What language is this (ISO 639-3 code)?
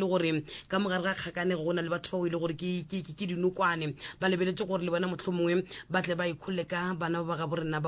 nso